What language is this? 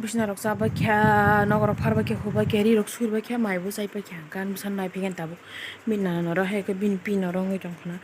Kok Borok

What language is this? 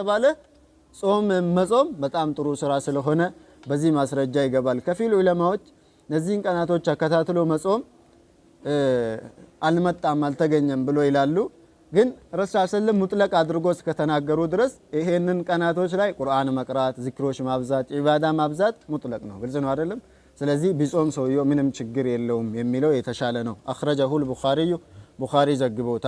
Amharic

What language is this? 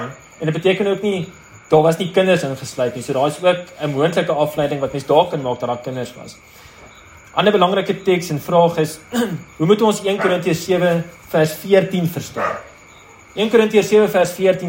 Afrikaans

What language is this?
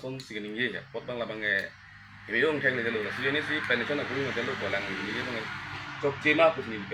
Karbi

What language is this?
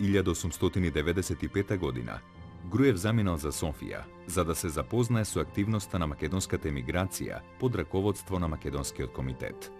Macedonian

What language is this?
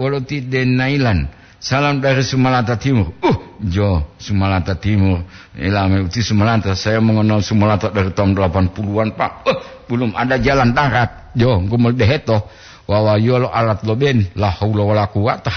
Gorontalo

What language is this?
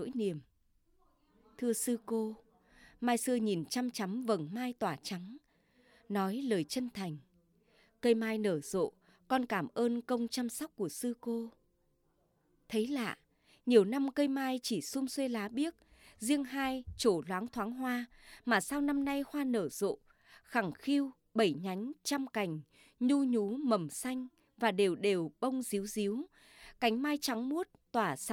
Vietnamese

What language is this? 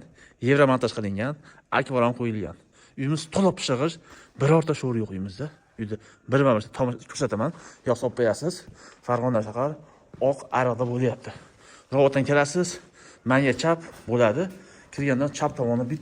Uzbek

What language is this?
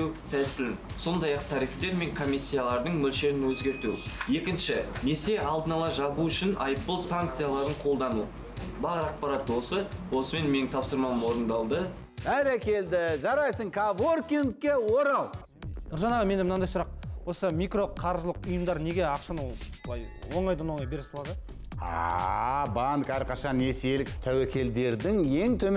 Kazakh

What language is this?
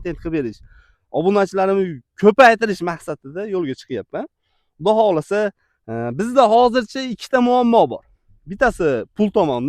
Uzbek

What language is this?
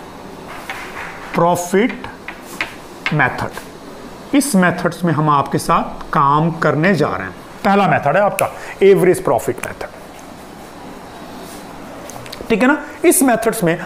Hindi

